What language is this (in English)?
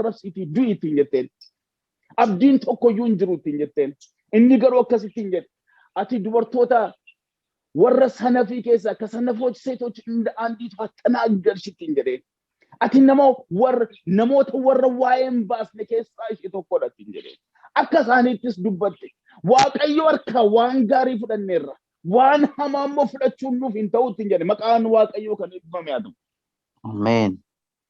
Oromo